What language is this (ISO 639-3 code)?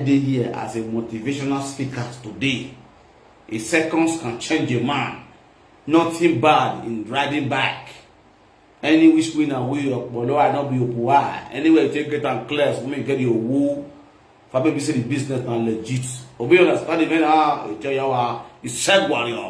pcm